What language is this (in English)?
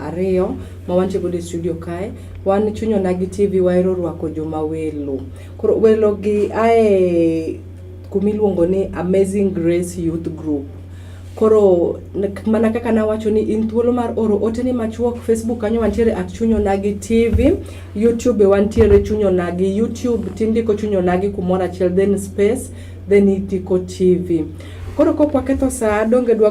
Luo (Kenya and Tanzania)